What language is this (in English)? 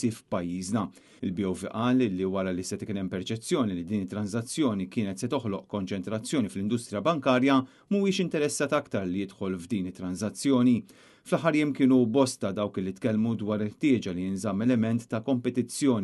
Maltese